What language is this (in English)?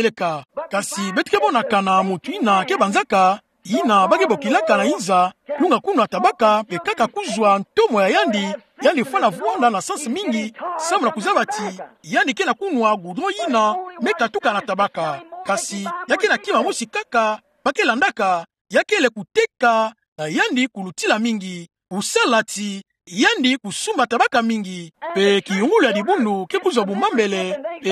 Kituba (Democratic Republic of Congo)